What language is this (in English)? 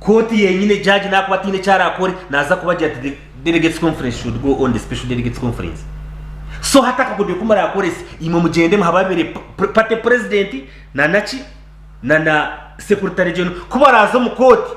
Nyankole